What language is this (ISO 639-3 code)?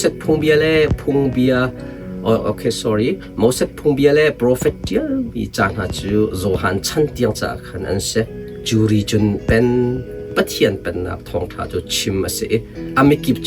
cnh